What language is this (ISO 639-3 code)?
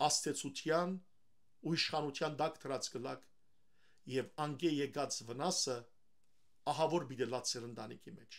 hyw